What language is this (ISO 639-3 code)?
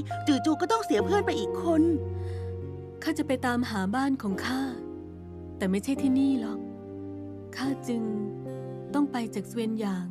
tha